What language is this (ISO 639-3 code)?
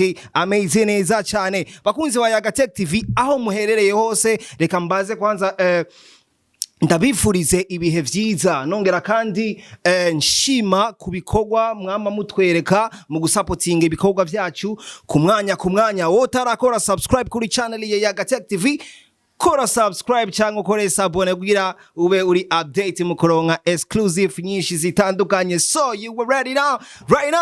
run